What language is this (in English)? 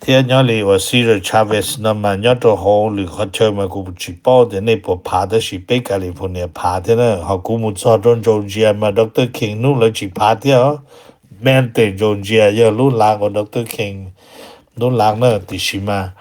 Hmong